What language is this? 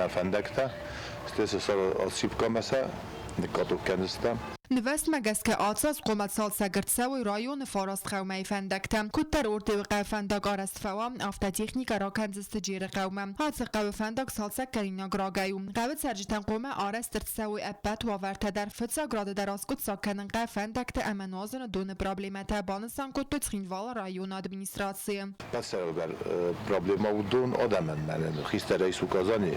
Ossetic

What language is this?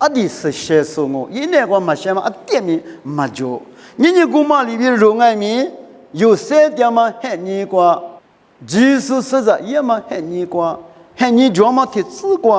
Lisu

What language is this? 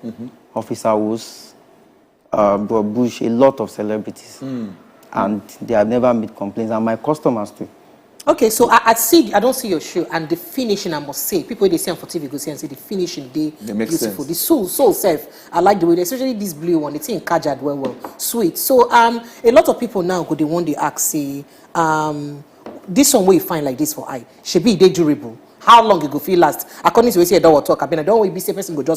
Nigerian Pidgin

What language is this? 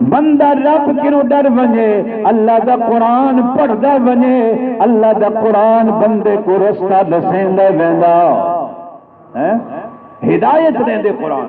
Saraiki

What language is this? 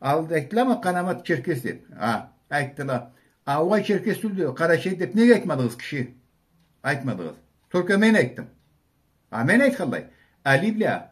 Karachay-Balkar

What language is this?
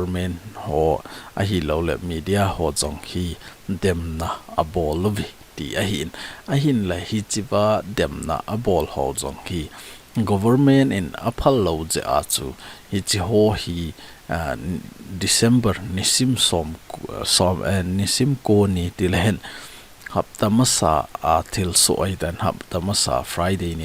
Thado Chin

